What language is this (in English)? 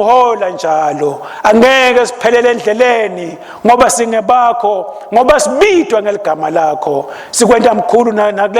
Swati